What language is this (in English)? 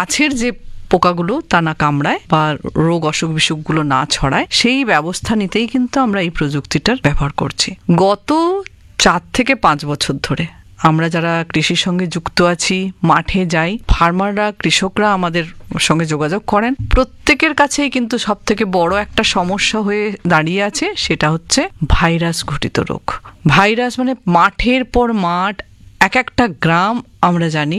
Bangla